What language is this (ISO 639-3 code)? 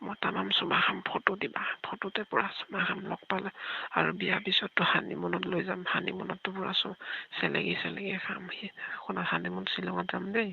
asm